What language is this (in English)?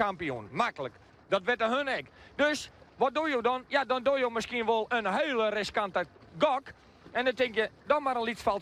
Western Frisian